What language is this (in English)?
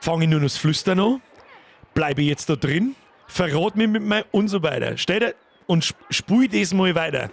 Bavarian